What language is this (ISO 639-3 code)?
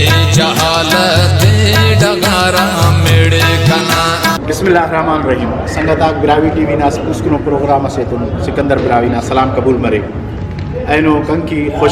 brh